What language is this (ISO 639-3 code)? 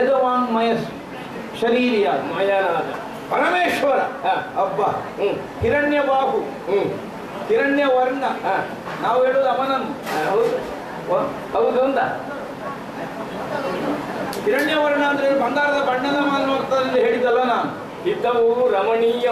kan